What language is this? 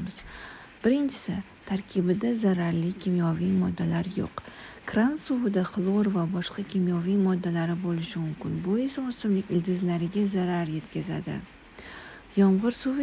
Uzbek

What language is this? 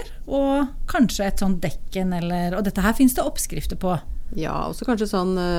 Norwegian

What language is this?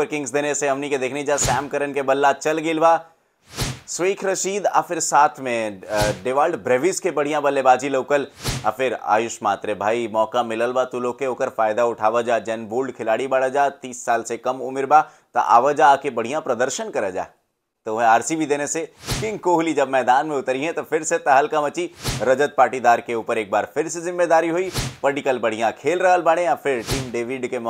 Bhojpuri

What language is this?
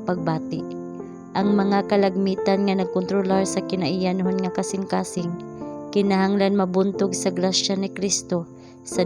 Cebuano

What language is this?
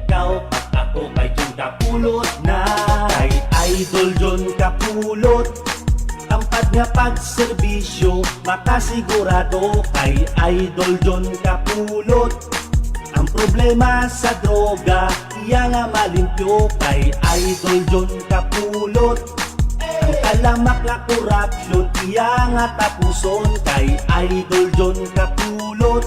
Hiligaynon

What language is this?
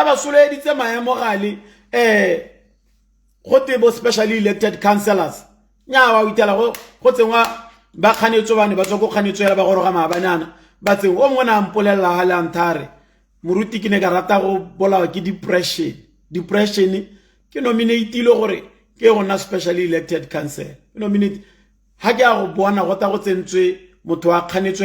Tswana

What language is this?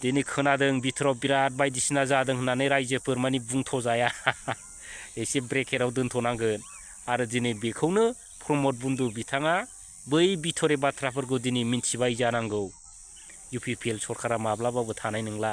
Bodo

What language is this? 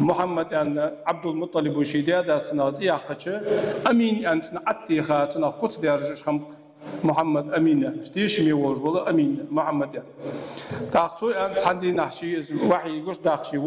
Ingush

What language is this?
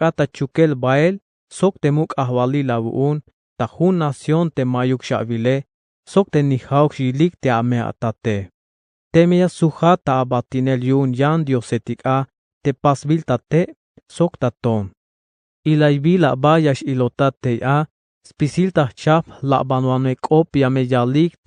Tzeltal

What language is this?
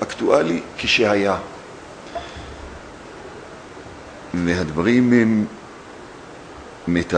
Hebrew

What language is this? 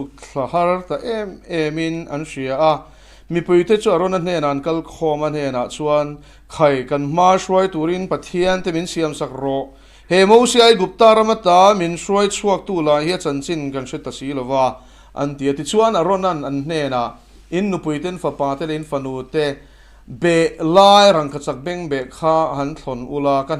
Mizo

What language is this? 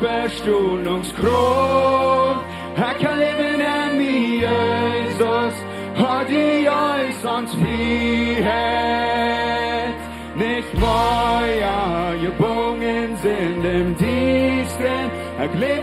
Plautdietsch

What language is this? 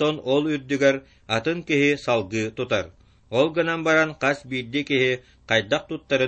Yakut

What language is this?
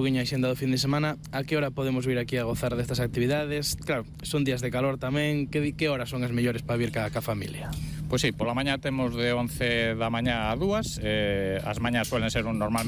Galician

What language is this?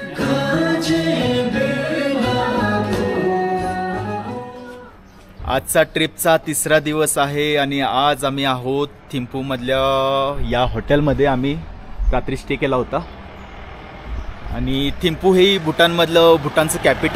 Marathi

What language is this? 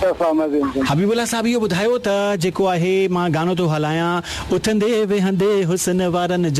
Sindhi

